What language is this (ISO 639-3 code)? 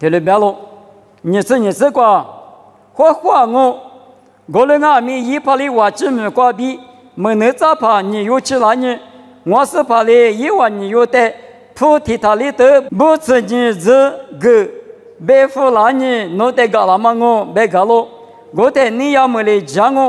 lis